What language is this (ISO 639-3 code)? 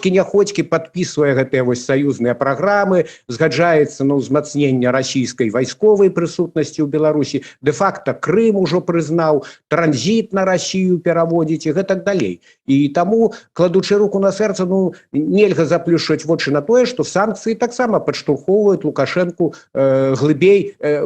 bel